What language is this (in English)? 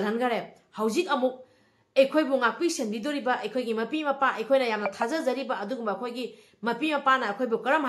Manipuri